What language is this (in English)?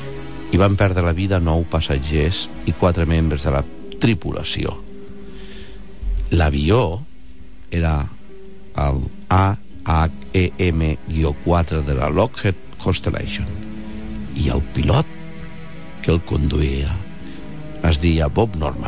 Catalan